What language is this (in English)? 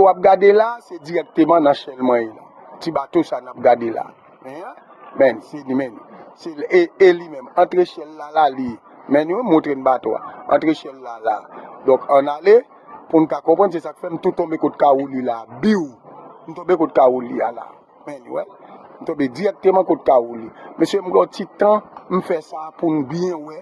Haitian Creole